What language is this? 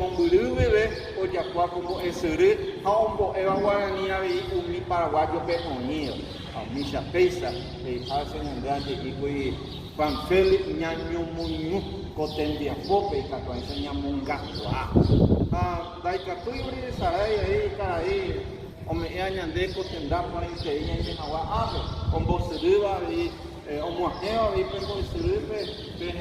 Guarani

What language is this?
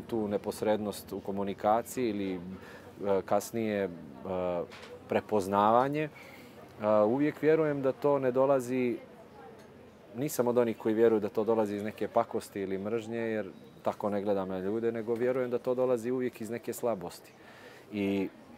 Serbian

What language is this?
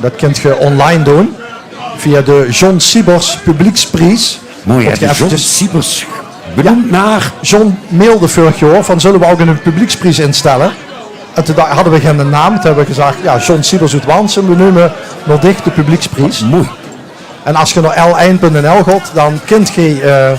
Limburgish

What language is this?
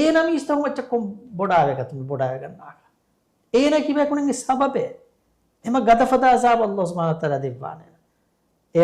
Divehi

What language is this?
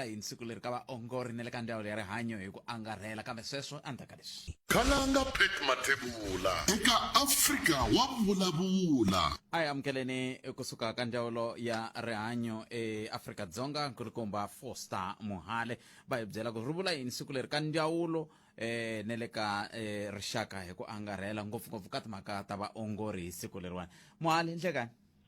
Tsonga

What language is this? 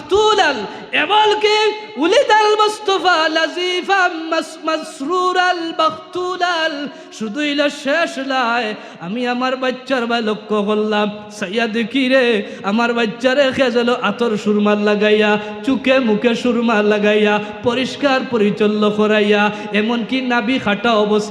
Sylheti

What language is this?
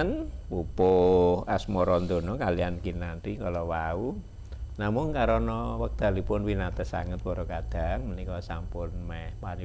Javanese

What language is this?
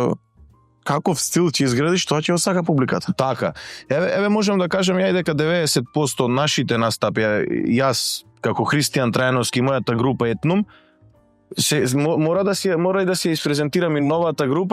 Macedonian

